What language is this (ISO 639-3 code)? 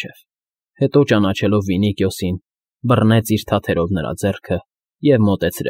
hye